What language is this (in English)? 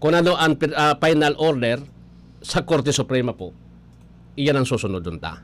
Bikol